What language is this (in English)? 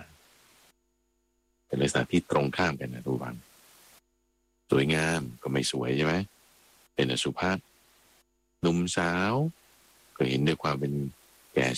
Thai